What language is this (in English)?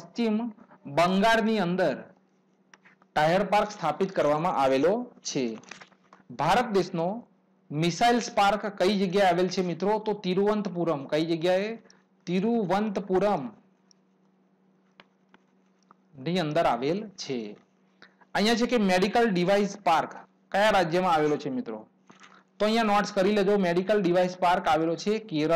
Gujarati